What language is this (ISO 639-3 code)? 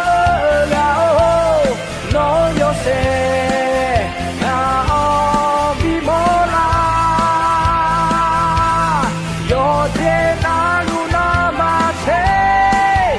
ahk